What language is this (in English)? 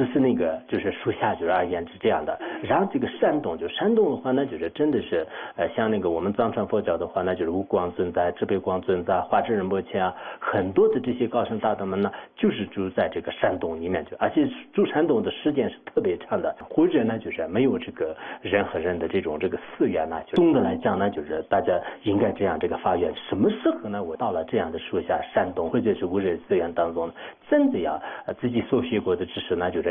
Chinese